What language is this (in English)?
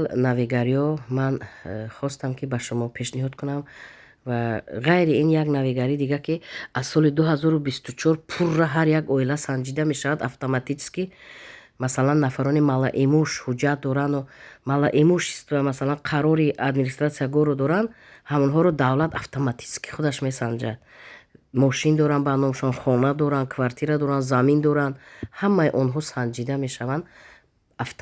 Tajik